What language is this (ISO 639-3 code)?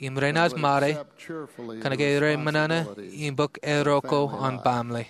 mah